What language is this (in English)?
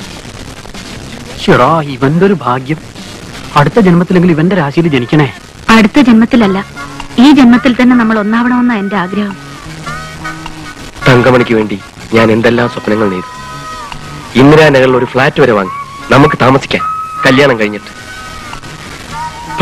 Malayalam